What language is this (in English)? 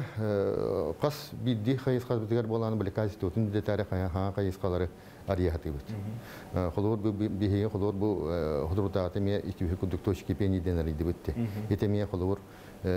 Yakut